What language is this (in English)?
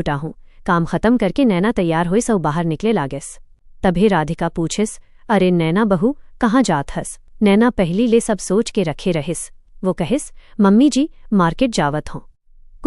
Chhattisgarhi